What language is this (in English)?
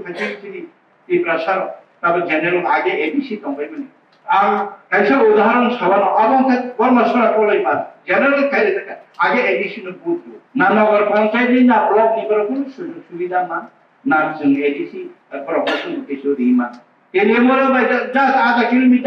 Kok Borok